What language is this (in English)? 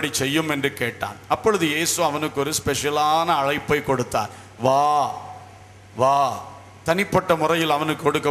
Tamil